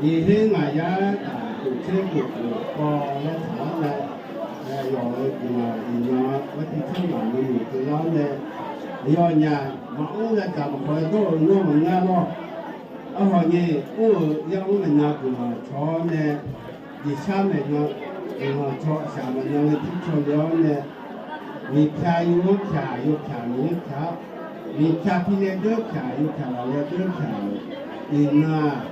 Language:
Akha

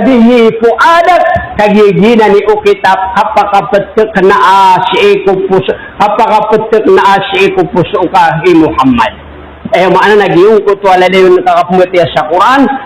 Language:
Maranao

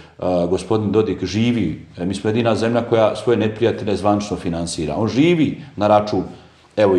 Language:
Bosnian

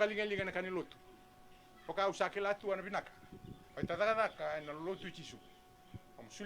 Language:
Fijian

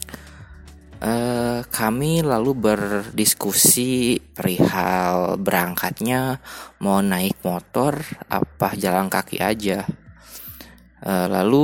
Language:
Indonesian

